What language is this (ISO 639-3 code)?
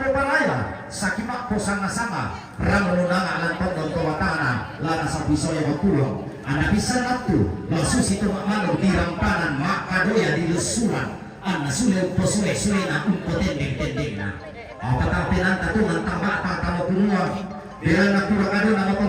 sda